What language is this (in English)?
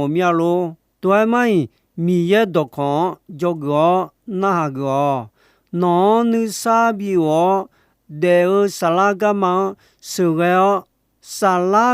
Akha